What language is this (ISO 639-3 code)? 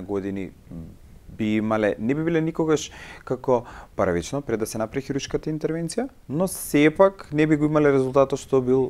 mkd